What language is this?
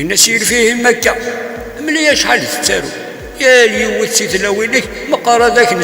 Kabyle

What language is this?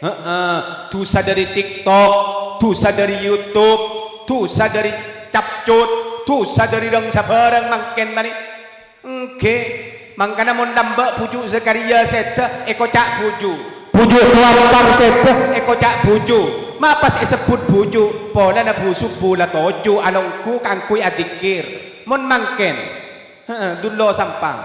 Madurese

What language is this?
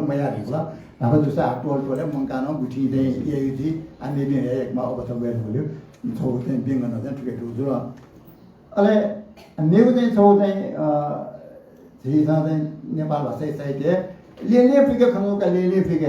Newari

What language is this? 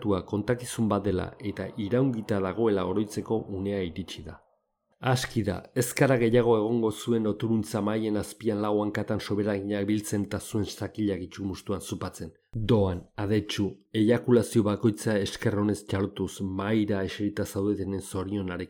Basque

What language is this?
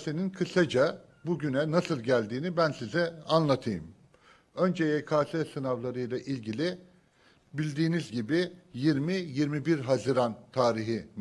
Turkish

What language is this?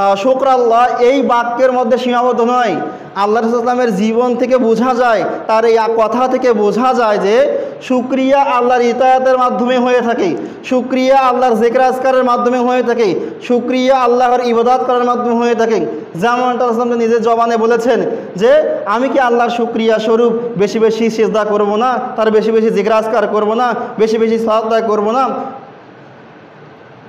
Bangla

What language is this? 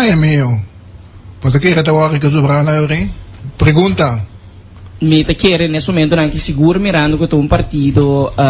Papiamento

